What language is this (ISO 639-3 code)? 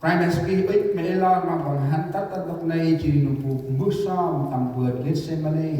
cmo